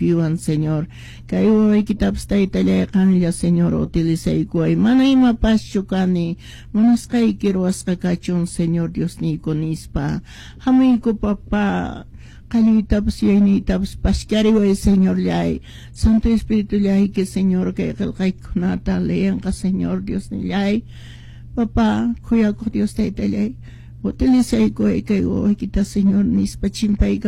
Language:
Quechua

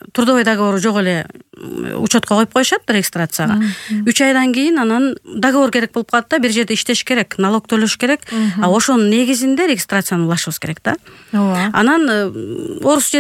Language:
Kyrgyz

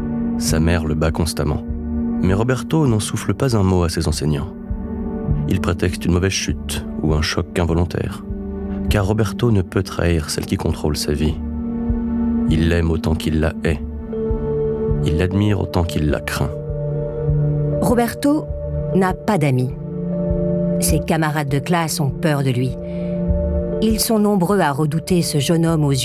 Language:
French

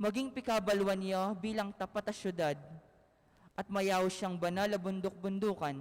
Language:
Pampanga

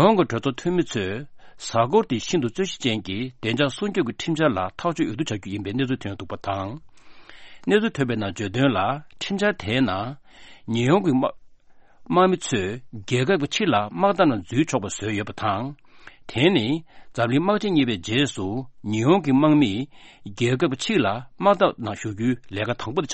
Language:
Tibetan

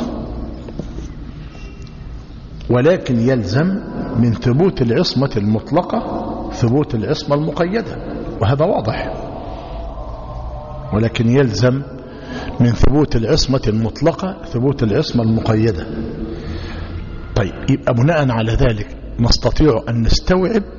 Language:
Arabic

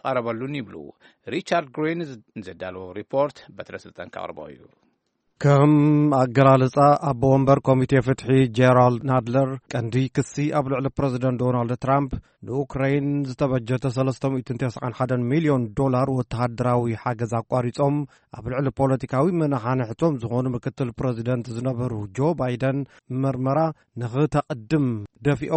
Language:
Tigrinya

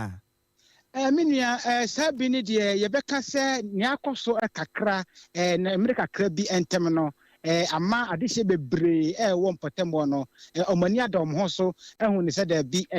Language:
Akan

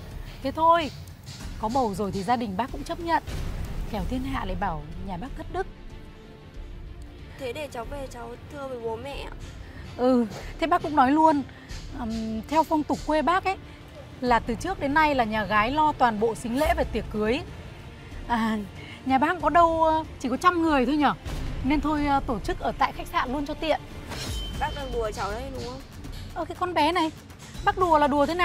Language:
Vietnamese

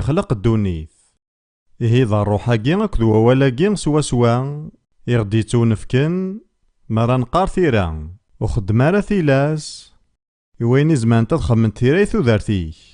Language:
Kabyle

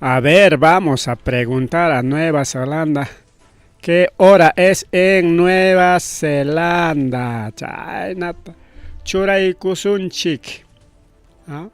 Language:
Ayacucho Quechua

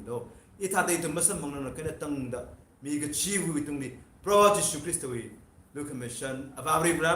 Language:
Tangkhul Naga (India)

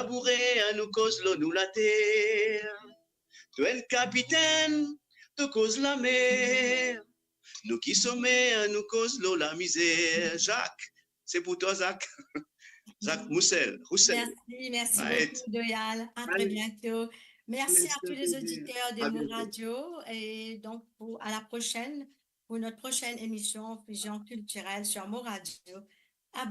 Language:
Morisyen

